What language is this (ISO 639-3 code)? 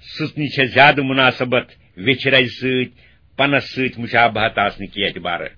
kas